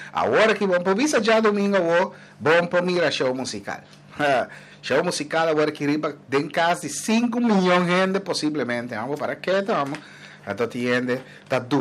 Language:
Papiamento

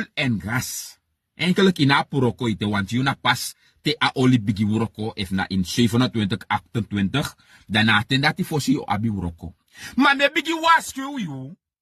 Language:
Sranan Tongo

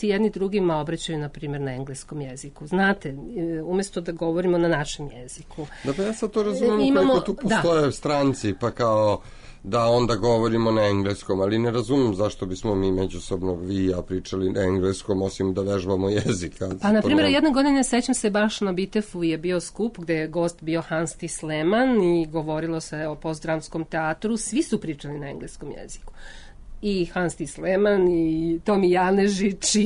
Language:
Serbian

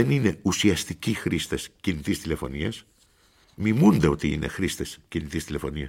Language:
Greek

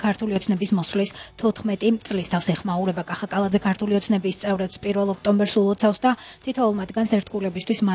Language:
Georgian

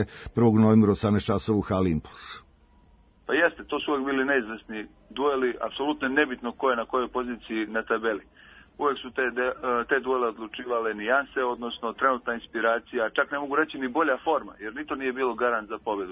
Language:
Serbian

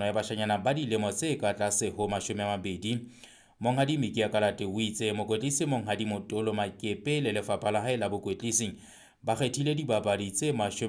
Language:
Southern Sotho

